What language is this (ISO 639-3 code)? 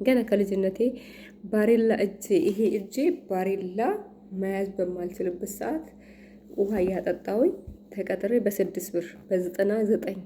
amh